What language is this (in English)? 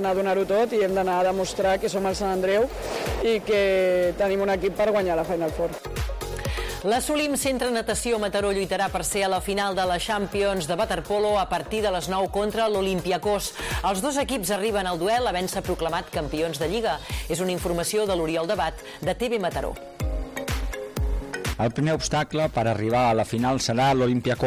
Catalan